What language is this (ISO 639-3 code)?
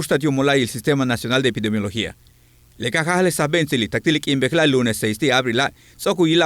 yua